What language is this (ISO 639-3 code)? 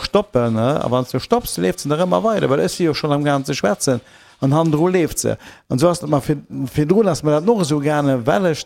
ltz